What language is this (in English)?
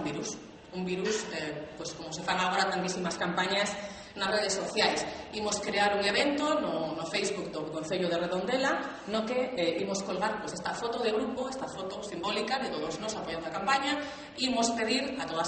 Galician